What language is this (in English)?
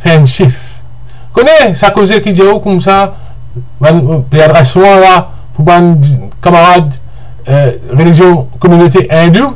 Morisyen